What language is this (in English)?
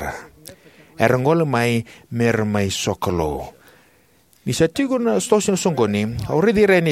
Fijian